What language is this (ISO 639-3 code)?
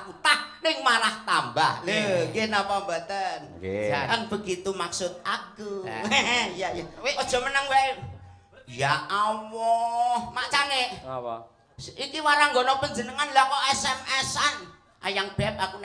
jav